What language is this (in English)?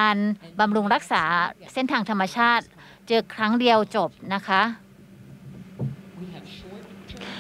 Thai